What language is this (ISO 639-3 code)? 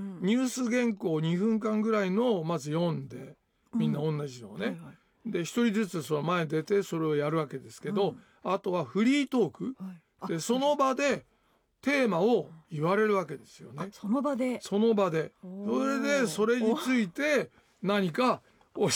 jpn